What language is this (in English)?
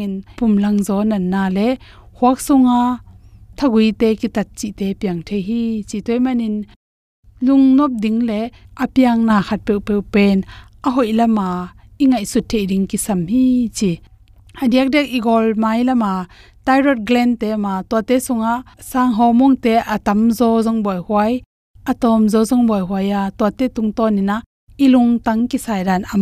Tedim Chin